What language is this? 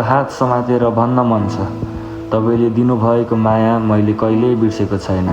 Nepali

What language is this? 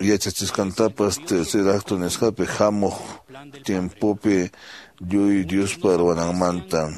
Quechua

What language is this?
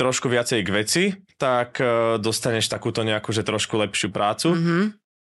Slovak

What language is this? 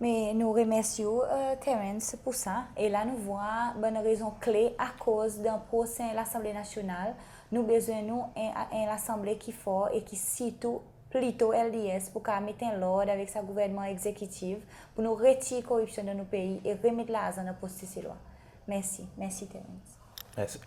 Seselwa Creole French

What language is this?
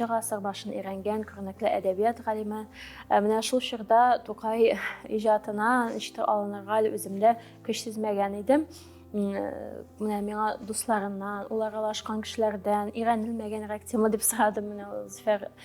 Tatar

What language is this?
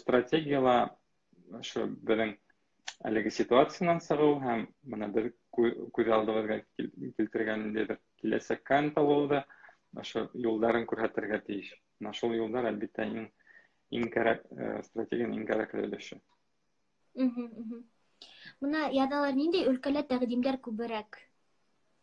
Bashkir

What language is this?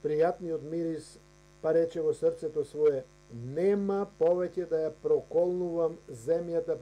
Macedonian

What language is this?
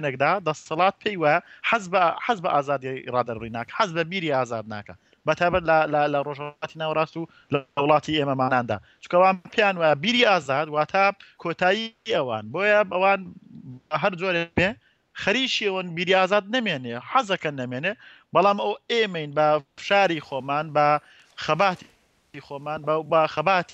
Central Kurdish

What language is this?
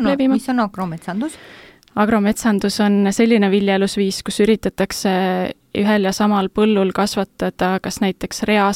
Estonian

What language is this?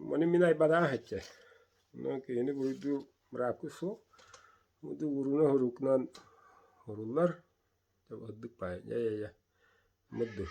Yakut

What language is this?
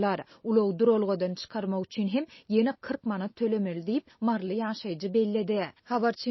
Turkmen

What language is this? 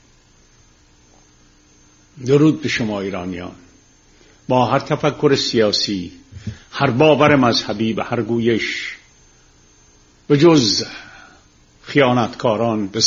Persian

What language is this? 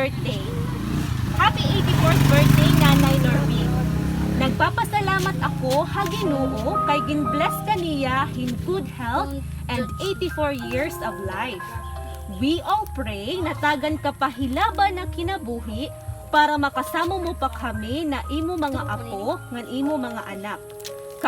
Waray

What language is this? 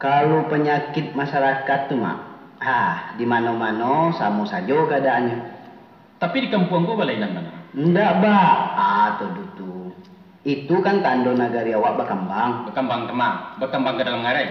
Minangkabau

